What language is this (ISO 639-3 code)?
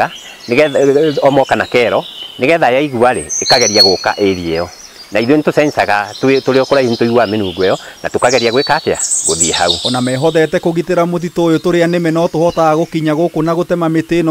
kik